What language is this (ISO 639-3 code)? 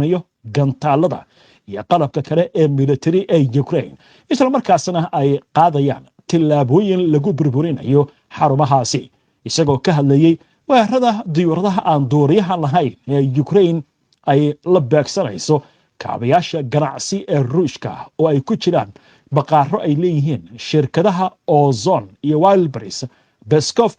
som